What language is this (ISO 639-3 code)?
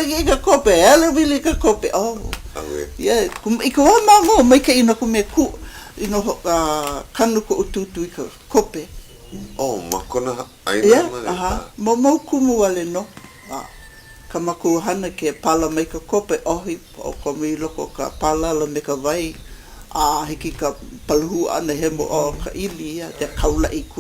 haw